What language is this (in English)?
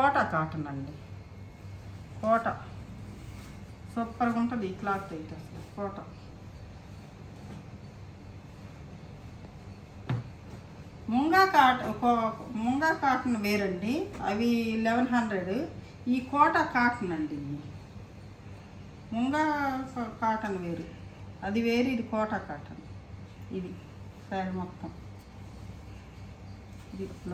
Telugu